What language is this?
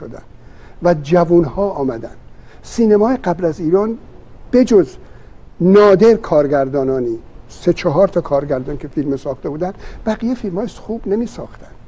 Persian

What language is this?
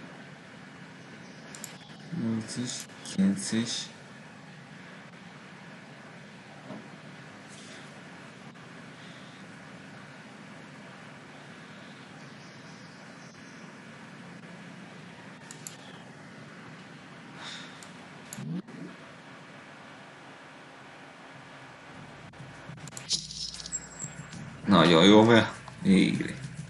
Hungarian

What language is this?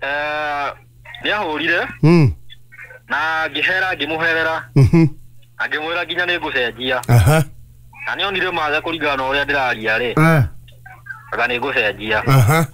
Kikuyu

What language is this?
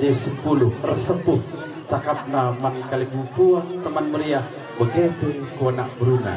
Batak Karo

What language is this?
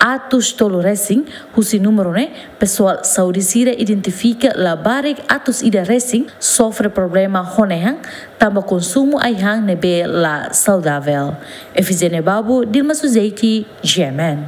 Tetum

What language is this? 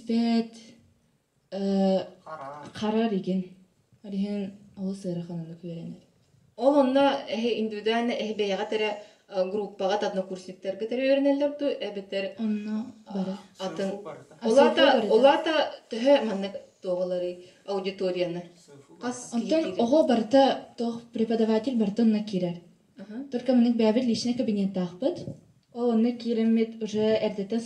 Yakut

